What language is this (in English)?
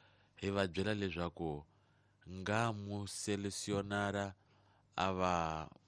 Tsonga